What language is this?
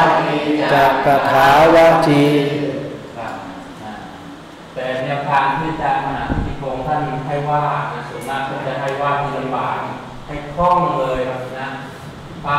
Thai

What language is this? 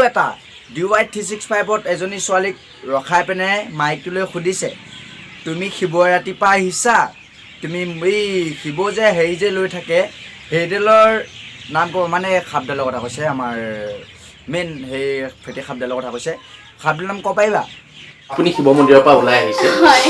Assamese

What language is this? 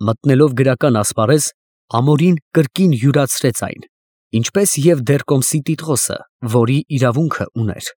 Armenian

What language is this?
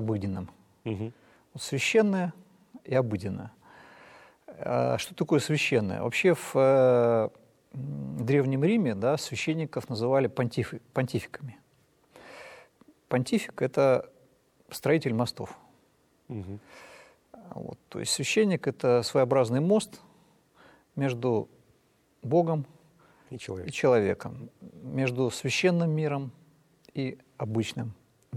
Russian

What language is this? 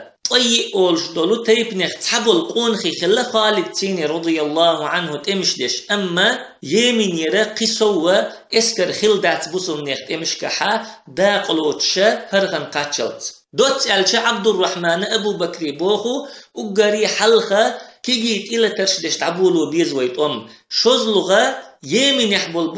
Chechen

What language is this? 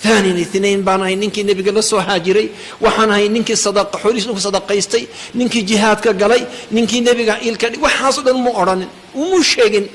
Somali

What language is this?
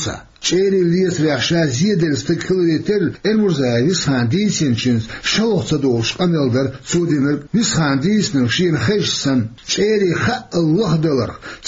Chechen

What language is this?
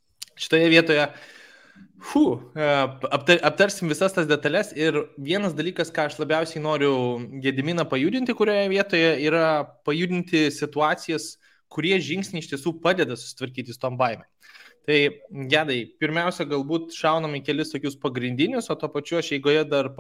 Lithuanian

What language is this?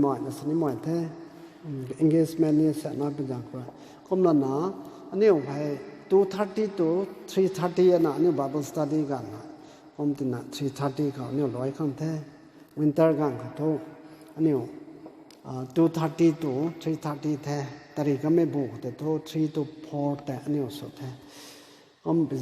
Rongmei Naga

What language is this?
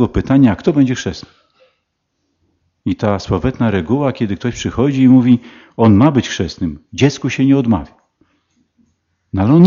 Polish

